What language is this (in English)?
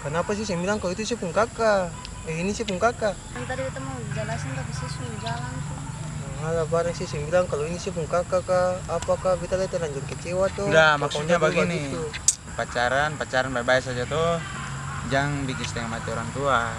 Ambonese Malay